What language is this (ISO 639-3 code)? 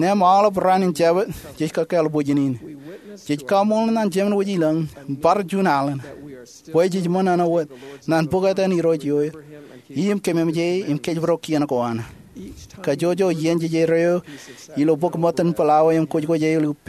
mah